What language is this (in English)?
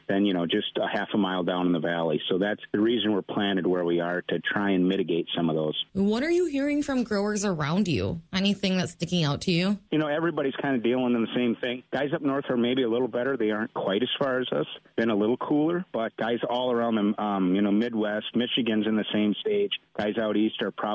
English